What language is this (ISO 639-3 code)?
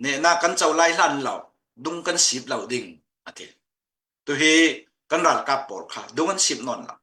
cfm